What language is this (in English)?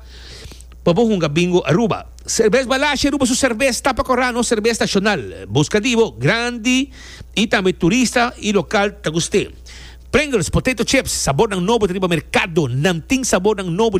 Papiamento